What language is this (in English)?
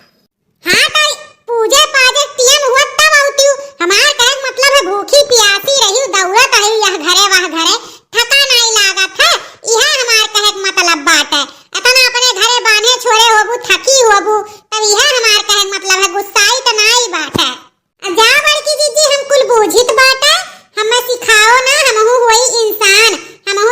Awadhi